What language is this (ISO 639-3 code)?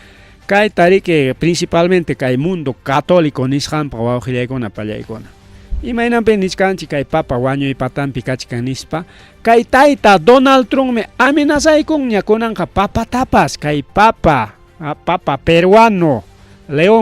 quy